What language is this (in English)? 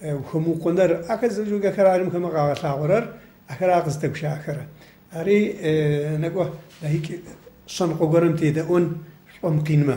Adyghe